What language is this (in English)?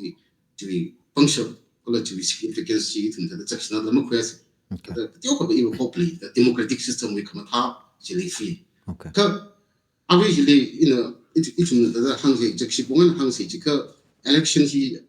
Tangkhul Naga (India)